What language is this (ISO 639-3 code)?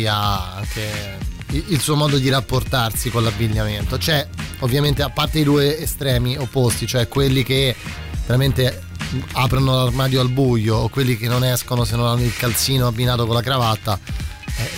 ita